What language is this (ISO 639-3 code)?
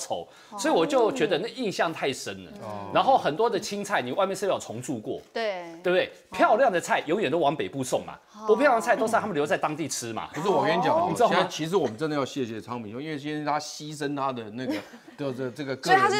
zho